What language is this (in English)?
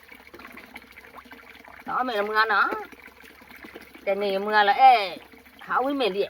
S'gaw Karen